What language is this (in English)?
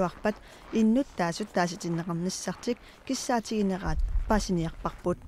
Kalaallisut